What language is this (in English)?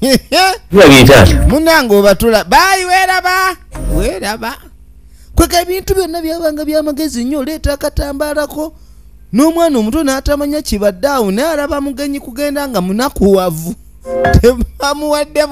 Ganda